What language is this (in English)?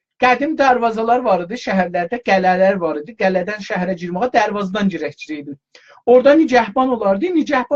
South Azerbaijani